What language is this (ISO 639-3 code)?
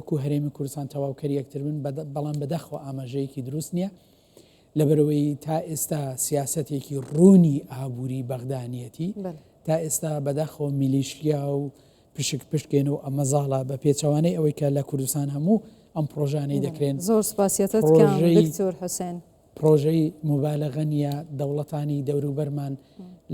ckb